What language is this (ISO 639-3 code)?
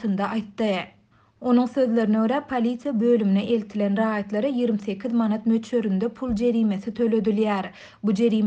tuk